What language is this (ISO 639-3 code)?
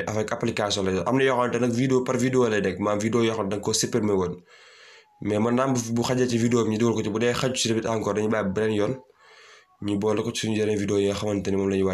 wol